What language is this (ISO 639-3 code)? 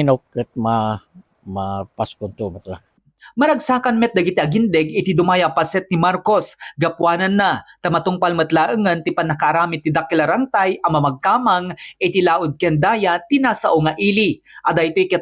ilo